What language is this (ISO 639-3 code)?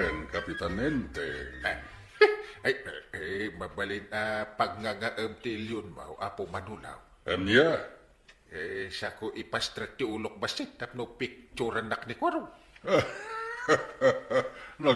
ilo